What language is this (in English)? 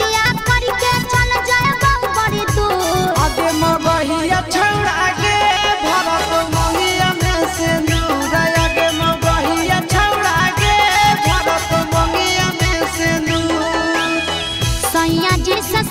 Magahi